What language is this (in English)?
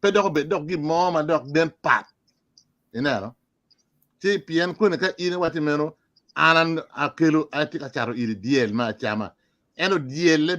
Acoli